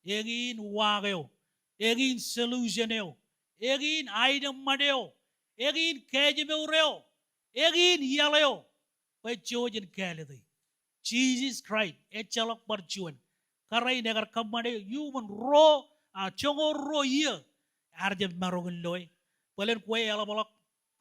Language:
Marshallese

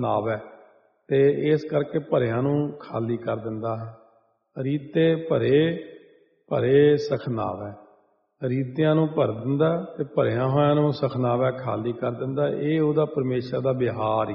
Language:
Punjabi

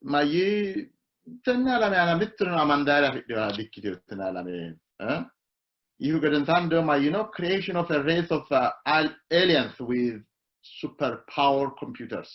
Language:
Sidamo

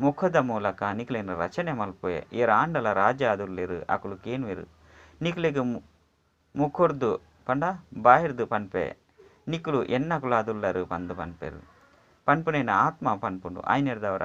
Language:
Tulu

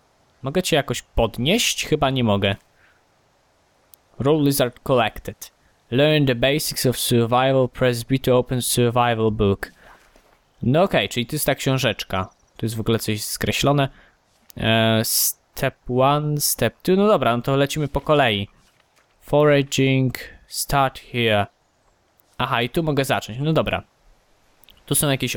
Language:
Polish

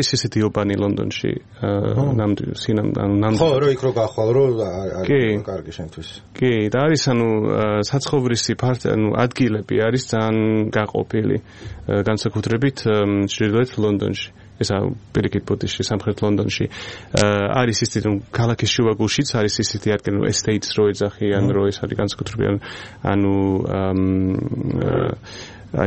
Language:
Georgian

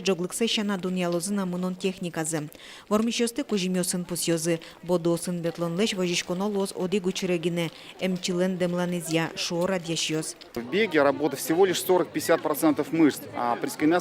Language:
Udmurt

